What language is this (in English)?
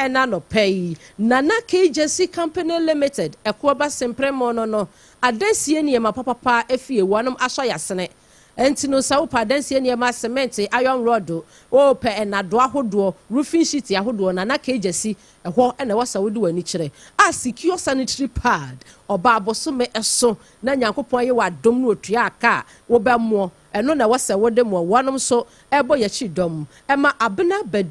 Akan